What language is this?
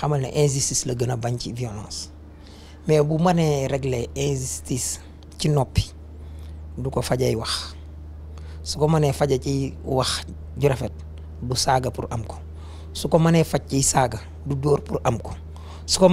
Wolof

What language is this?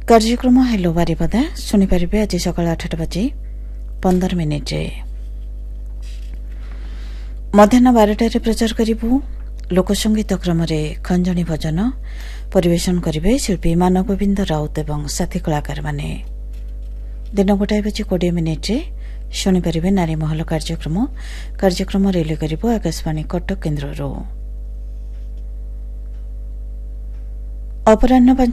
Odia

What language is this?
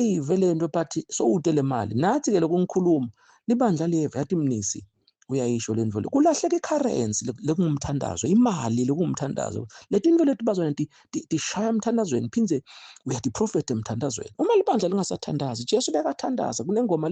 Zulu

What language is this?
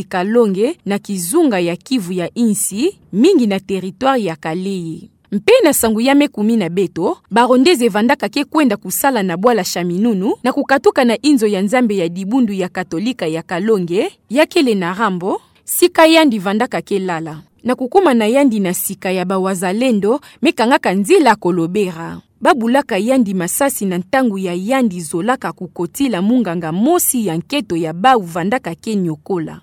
Kituba (Democratic Republic of Congo)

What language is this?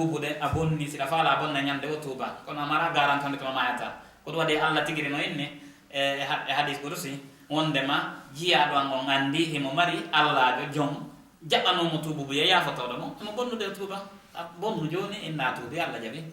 Fula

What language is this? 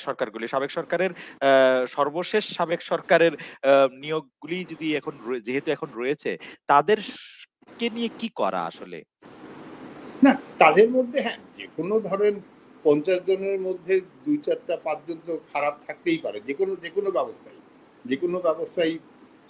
Bangla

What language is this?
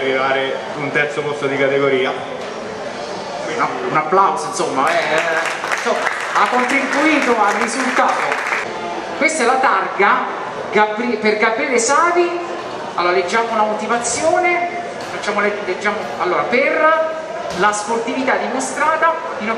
Italian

